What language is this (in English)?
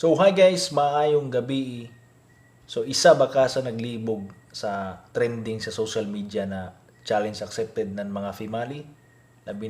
Cebuano